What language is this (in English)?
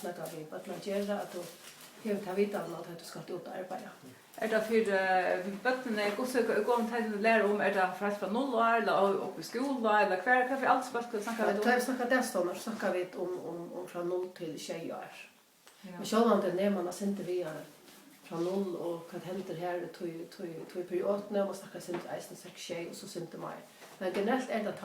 Faroese